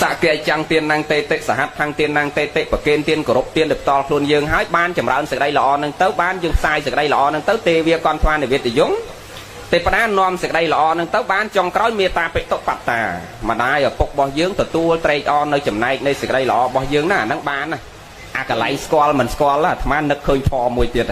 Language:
Khmer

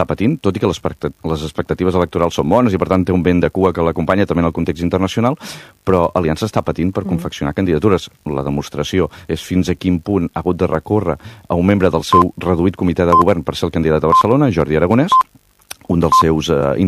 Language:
Catalan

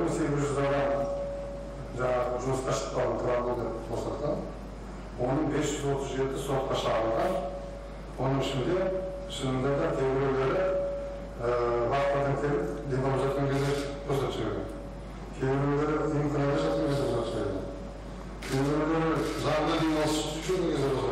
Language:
Kazakh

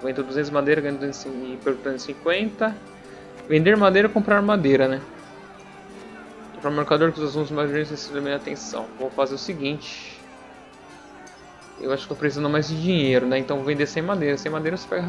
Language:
Portuguese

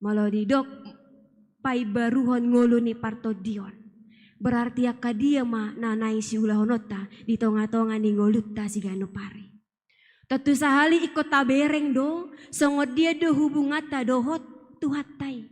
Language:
Batak Toba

